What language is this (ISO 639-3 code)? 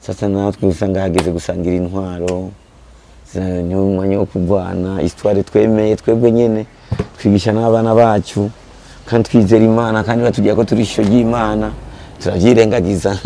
run